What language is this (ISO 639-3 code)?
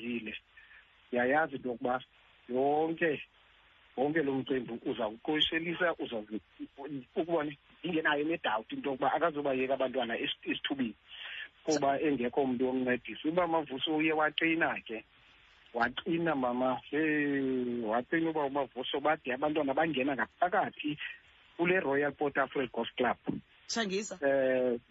xho